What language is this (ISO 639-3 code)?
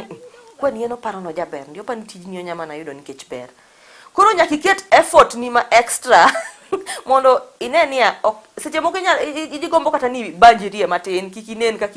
luo